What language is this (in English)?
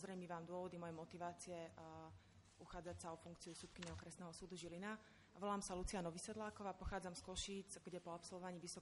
Slovak